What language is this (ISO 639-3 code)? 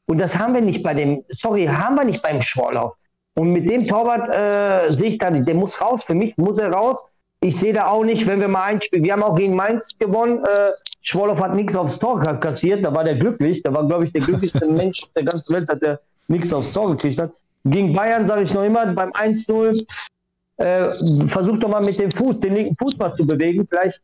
deu